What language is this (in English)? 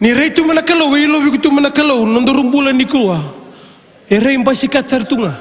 Fijian